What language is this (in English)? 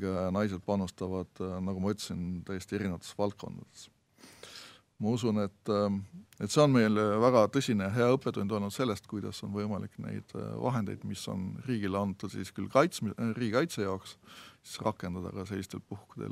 Estonian